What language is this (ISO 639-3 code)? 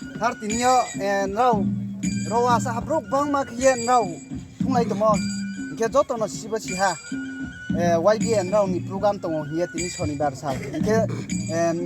ria